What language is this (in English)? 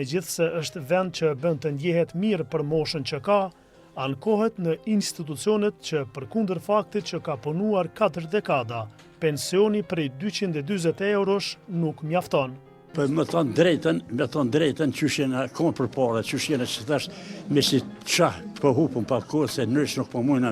Albanian